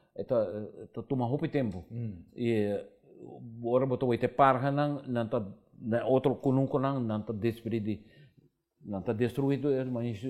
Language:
Papiamento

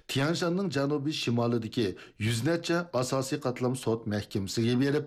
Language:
Uyghur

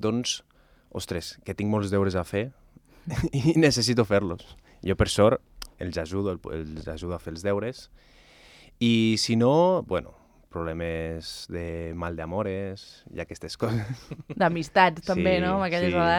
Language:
Catalan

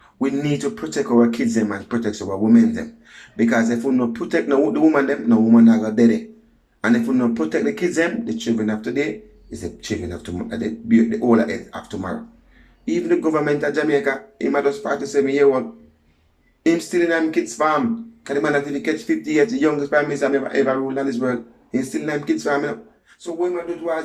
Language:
Jamaican Creole English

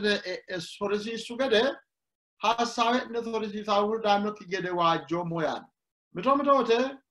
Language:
Sidamo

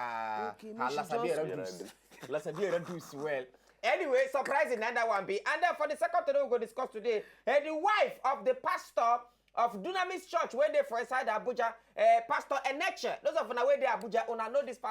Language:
Nigerian Pidgin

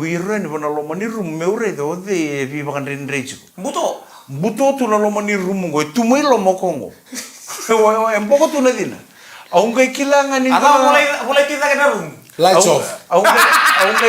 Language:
Fijian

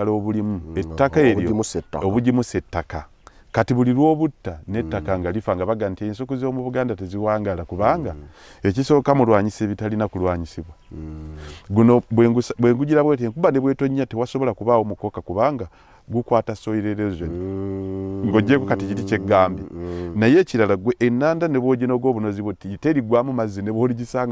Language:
Ganda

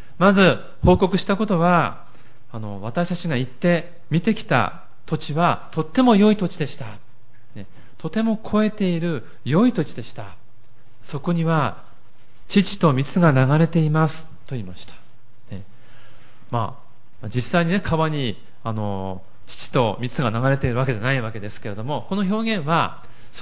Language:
Japanese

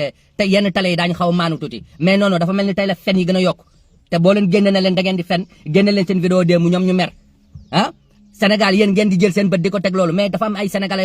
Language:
Wolof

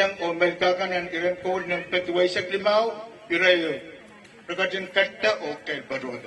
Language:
Pohnpeian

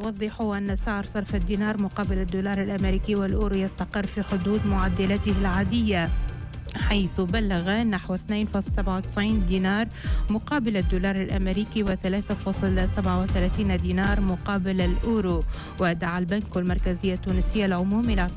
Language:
Tunisian Arabic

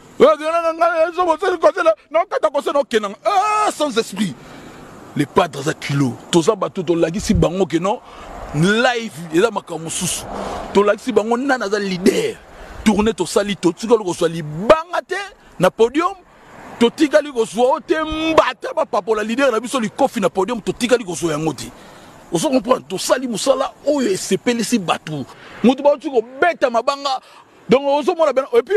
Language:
Lingala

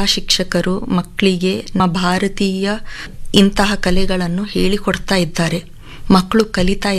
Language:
Kannada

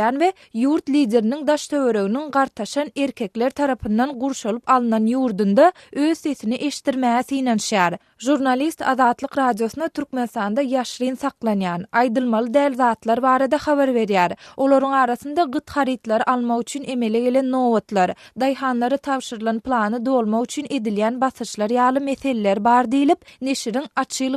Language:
Turkmen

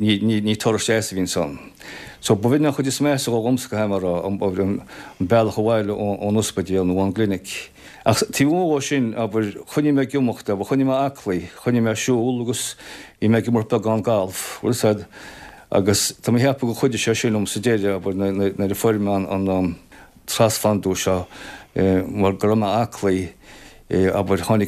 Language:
Irish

